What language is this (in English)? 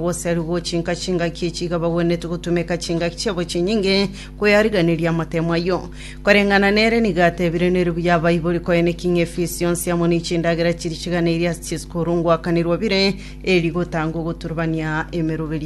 Gusii